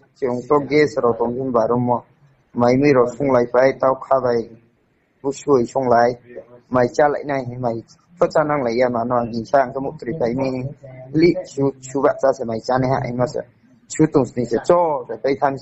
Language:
Riang (India)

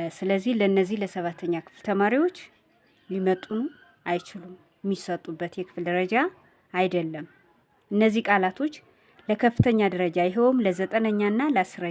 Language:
Amharic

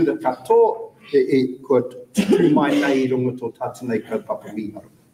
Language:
Māori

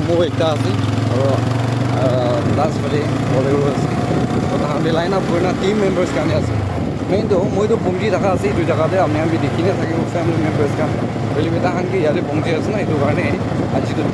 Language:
Naga Pidgin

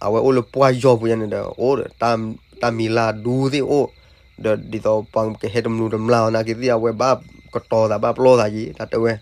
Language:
S'gaw Karen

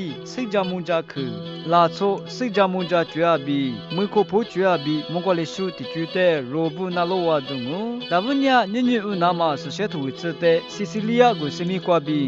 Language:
Lisu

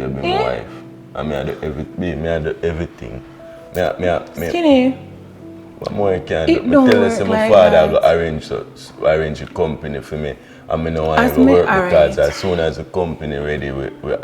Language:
Jamaican Creole English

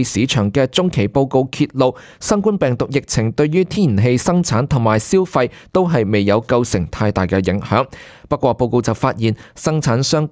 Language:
Cantonese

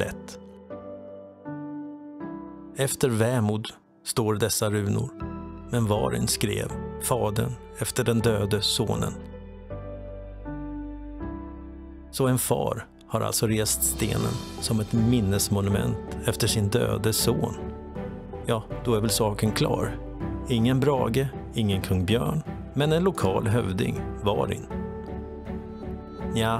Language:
Swedish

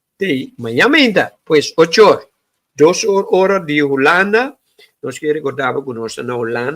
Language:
Papiamento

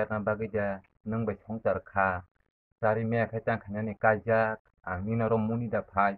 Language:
Kok Borok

